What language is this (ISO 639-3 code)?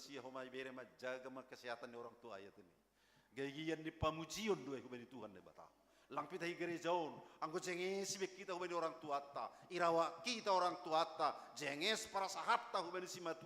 bts